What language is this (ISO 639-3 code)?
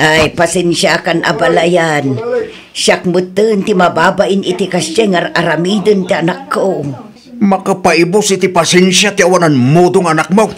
ilo